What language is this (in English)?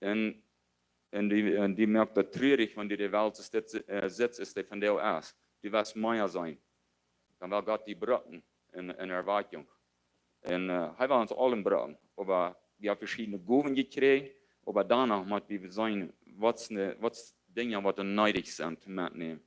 Plautdietsch